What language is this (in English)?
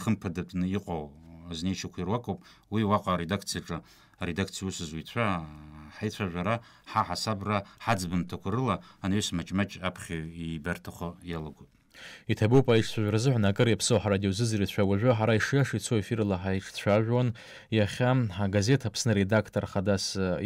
Abkhazian